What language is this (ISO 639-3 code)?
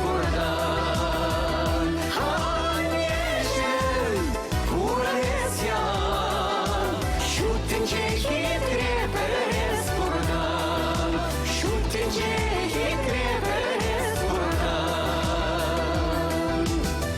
chv